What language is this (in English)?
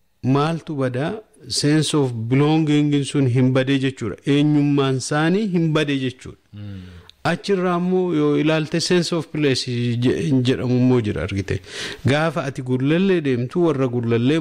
Oromo